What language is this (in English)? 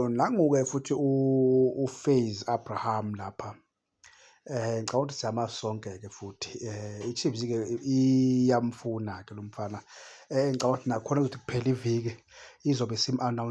Zulu